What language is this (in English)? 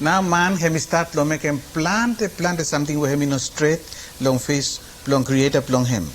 Bislama